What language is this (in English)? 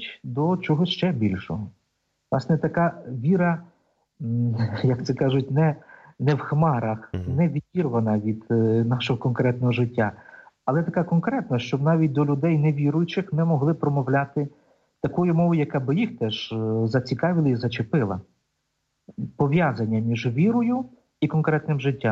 Ukrainian